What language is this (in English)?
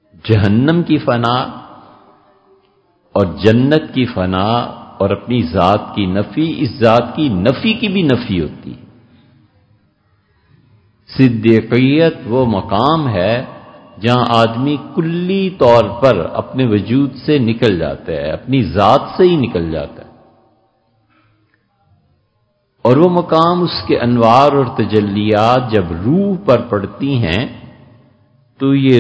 Urdu